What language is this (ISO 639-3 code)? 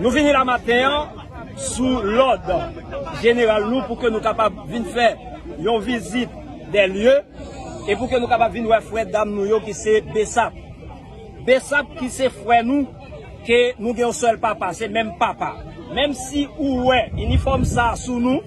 hat